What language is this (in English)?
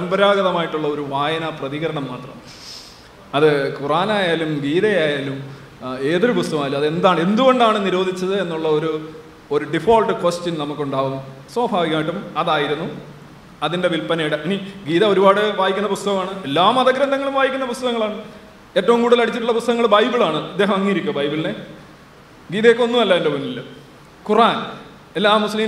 Malayalam